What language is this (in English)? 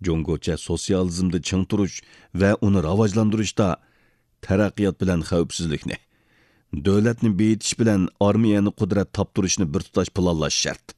Uyghur